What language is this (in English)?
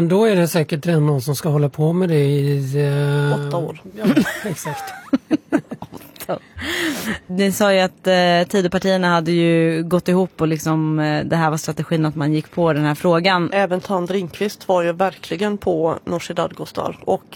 Swedish